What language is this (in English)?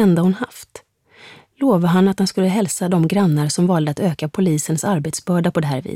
Swedish